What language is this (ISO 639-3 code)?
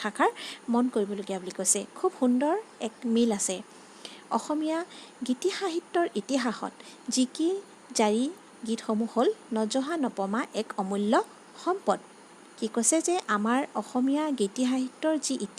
asm